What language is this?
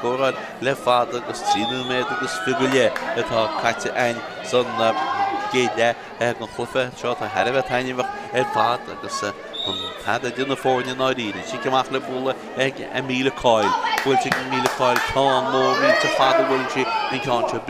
Irish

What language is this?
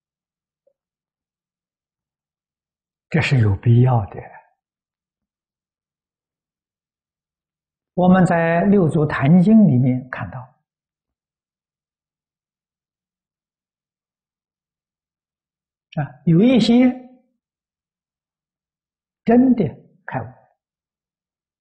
Chinese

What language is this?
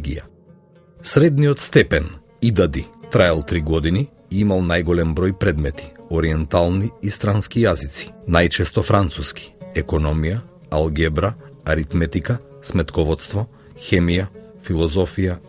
Macedonian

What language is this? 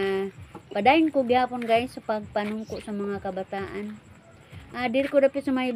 Cebuano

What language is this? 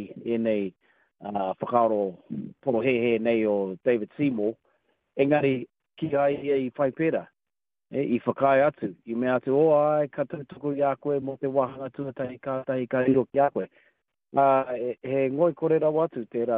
Māori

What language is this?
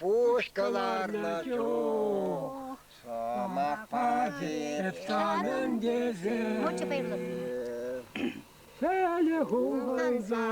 Chuvash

